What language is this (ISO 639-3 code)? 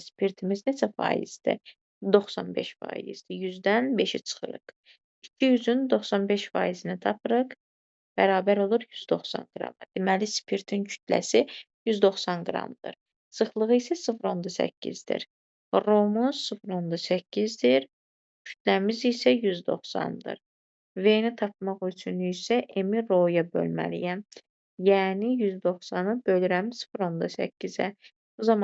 aze